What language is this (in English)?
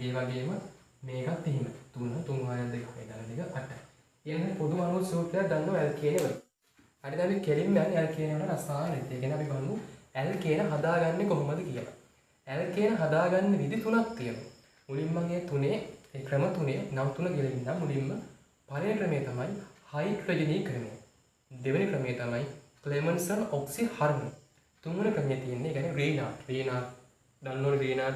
Sinhala